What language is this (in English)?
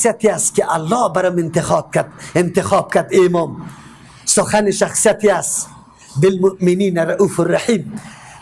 Persian